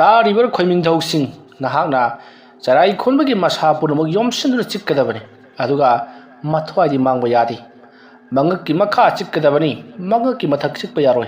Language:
Manipuri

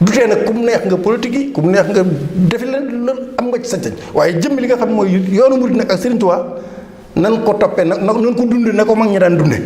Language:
Wolof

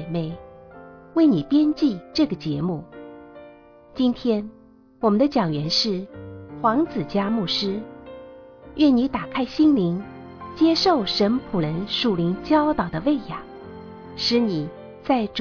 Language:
Chinese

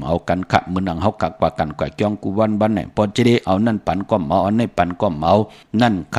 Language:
Shan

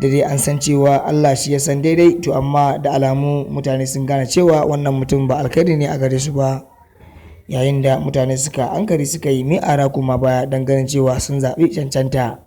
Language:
Hausa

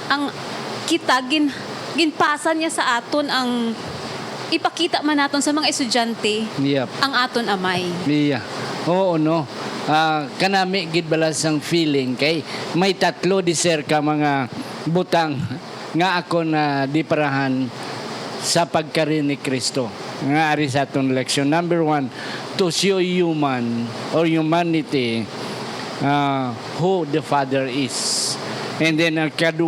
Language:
Hiligaynon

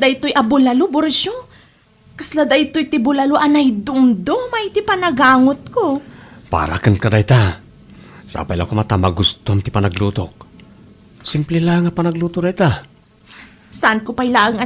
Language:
Iloko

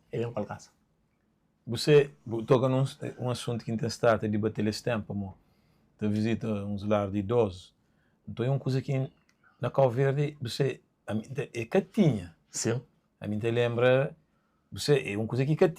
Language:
Kabuverdianu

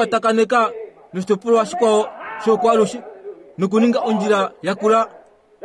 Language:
Kuanyama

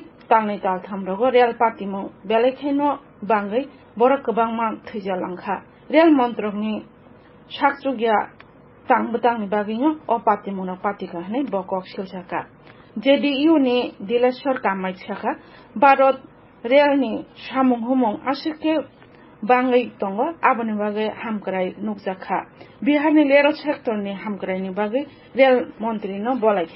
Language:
Kok Borok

